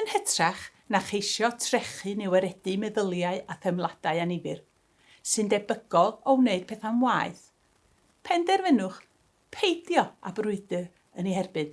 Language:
Welsh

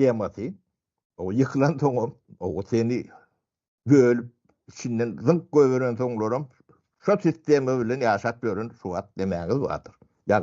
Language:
Turkmen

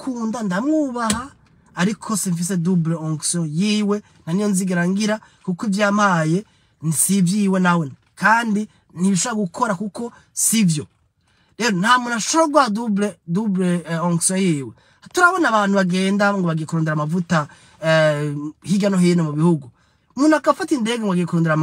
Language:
Rundi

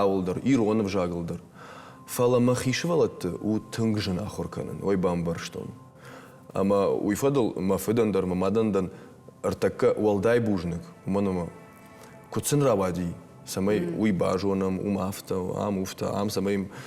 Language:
Ossetic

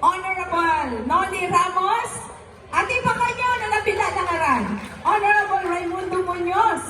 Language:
Pangasinan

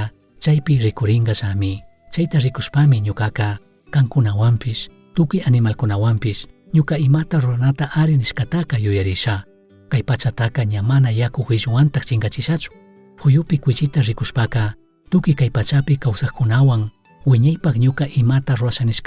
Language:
Chimborazo Highland Quichua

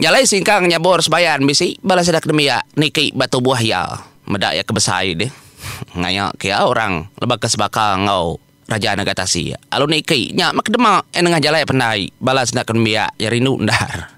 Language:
Iban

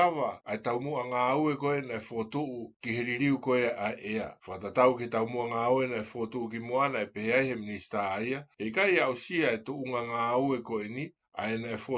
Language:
Tongan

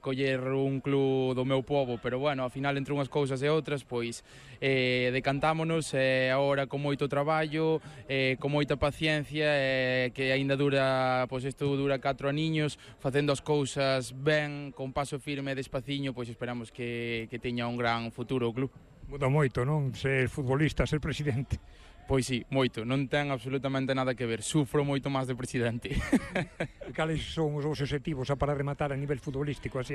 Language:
Galician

